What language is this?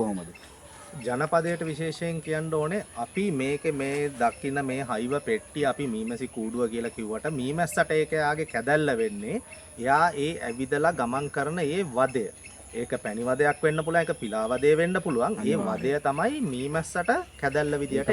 Sinhala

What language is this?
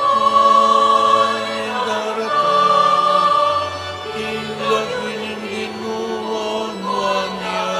Pampanga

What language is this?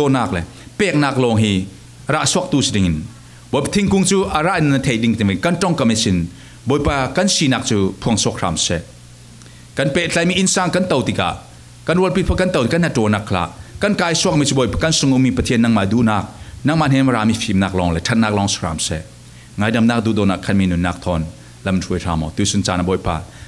Falam Chin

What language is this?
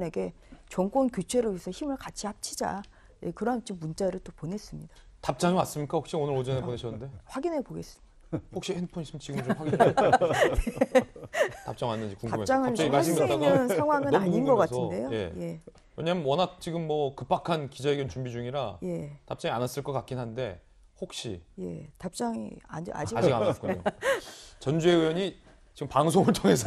Korean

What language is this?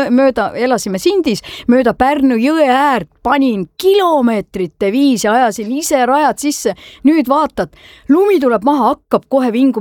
Estonian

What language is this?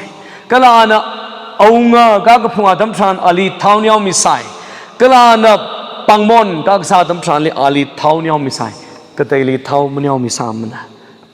Tangkhul Naga (India)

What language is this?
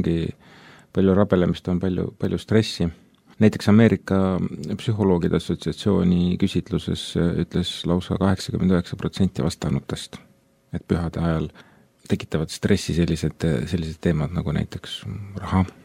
Estonian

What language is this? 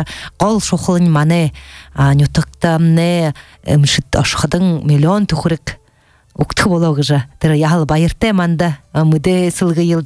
Buriat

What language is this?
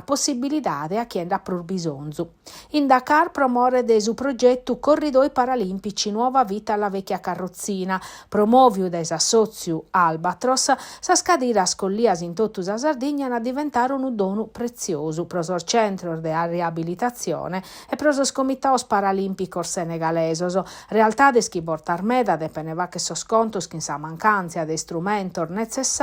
Sardinian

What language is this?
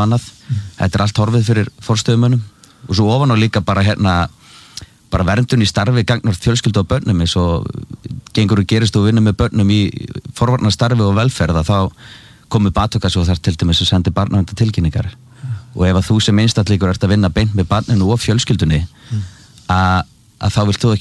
Icelandic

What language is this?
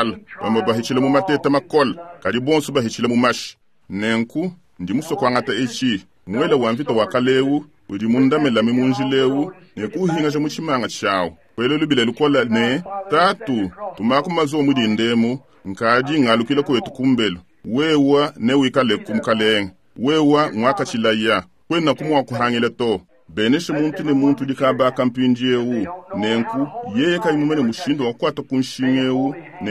Luba-Lulua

